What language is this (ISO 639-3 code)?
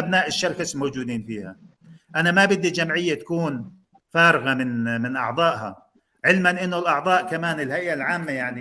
apc